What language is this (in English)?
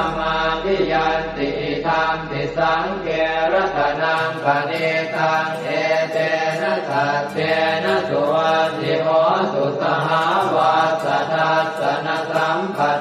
Pali